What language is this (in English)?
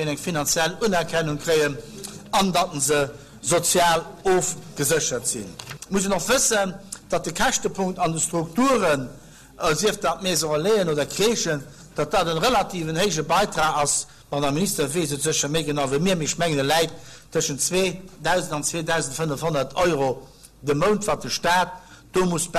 Luxembourgish